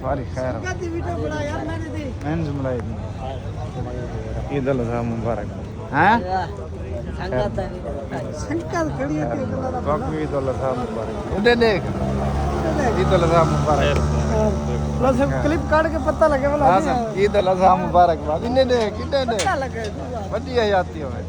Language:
Saraiki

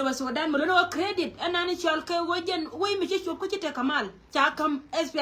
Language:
Nuer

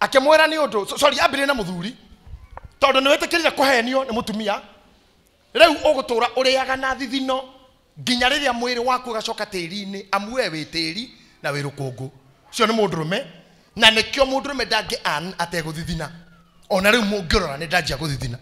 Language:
Kikuyu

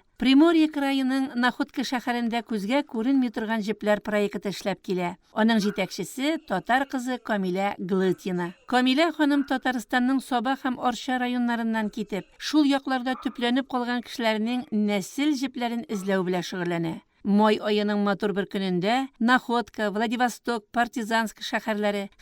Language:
Tatar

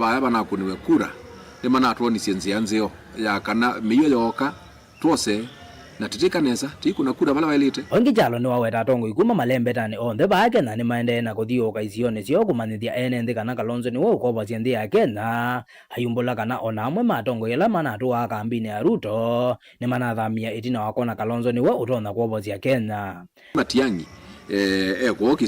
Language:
Kamba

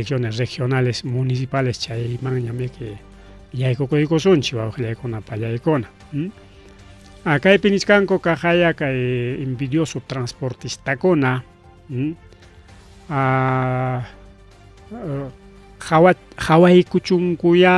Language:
Ayacucho Quechua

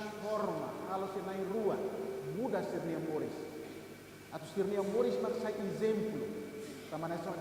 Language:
Tetum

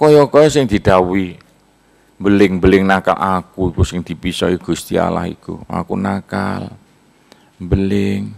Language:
Javanese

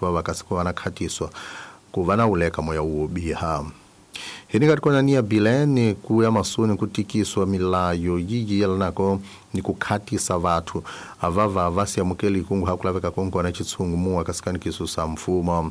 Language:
Tsonga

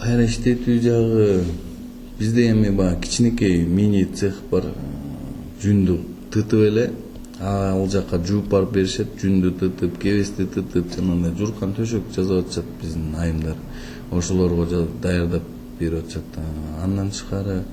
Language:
Kyrgyz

